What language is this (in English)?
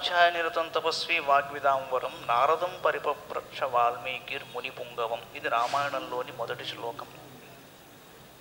Telugu